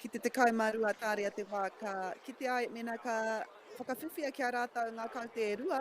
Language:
Māori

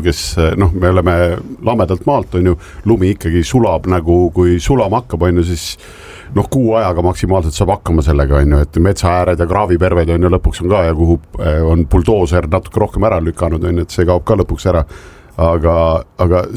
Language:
Estonian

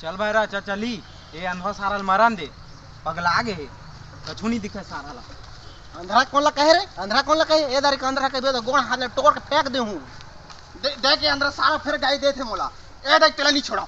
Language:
Chhattisgarhi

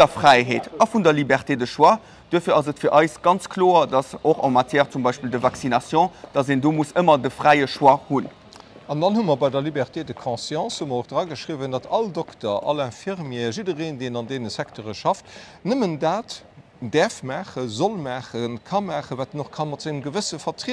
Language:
Luxembourgish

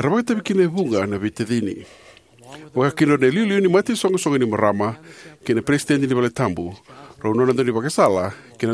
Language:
Fijian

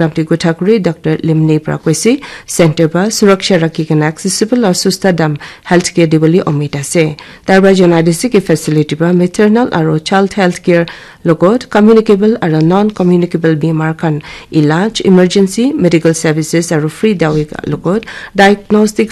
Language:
Naga Pidgin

